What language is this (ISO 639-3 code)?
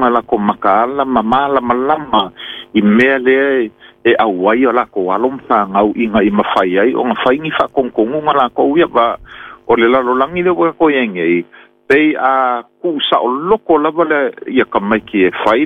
smo